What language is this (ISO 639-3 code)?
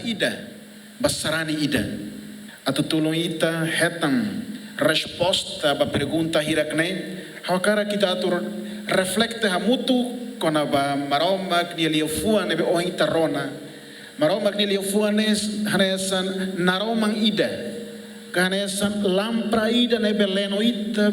tet